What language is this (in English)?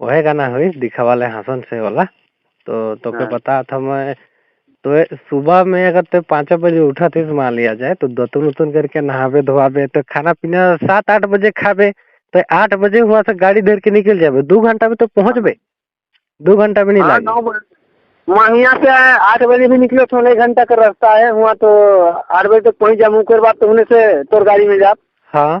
Sadri